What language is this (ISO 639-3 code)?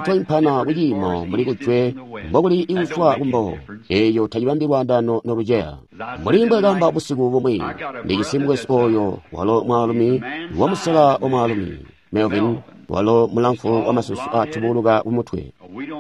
toi